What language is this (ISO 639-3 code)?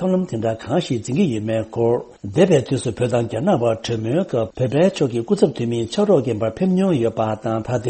bod